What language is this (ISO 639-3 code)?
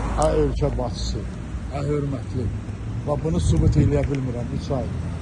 aze